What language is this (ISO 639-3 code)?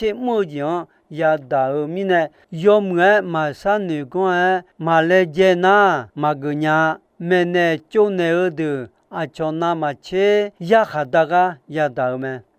ahk